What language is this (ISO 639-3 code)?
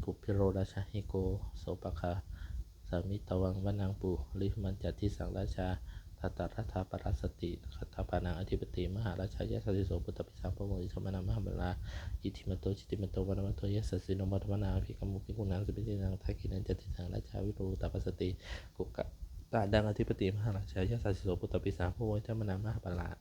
pli